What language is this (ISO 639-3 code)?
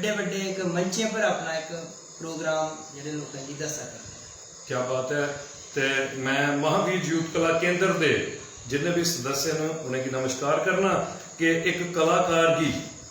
doi